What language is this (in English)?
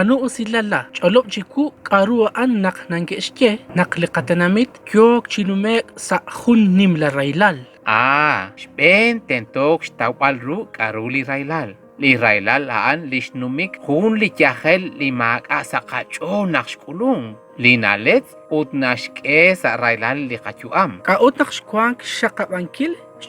Kekchí